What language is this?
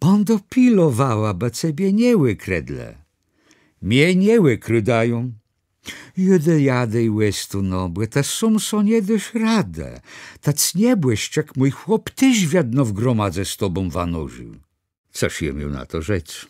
Kashubian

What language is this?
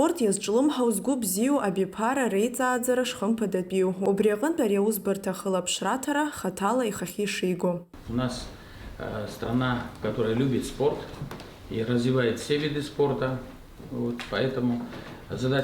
Abkhazian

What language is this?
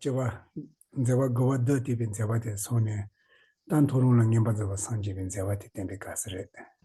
Tibetan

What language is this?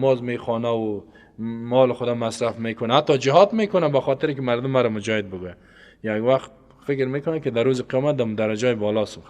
Persian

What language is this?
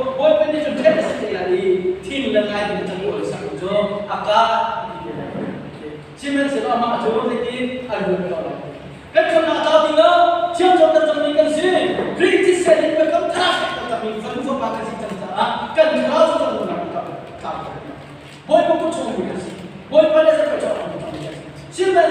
Hakha Chin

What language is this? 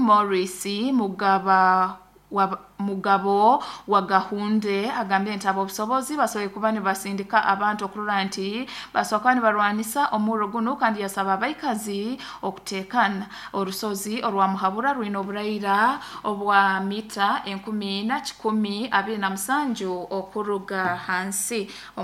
Nyoro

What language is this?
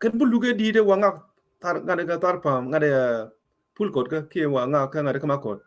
Nuer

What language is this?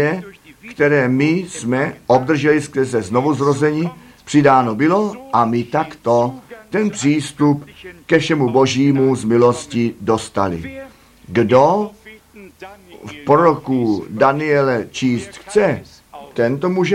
Czech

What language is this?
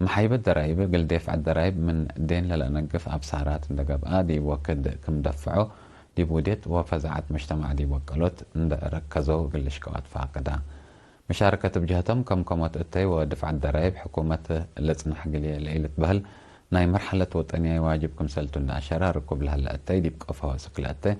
Tigre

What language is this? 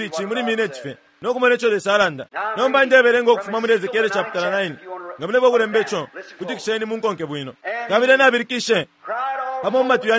Bemba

